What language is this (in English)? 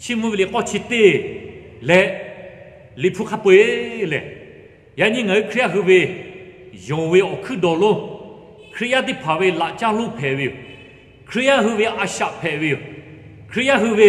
Lahu